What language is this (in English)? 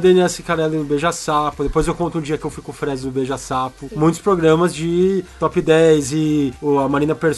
Portuguese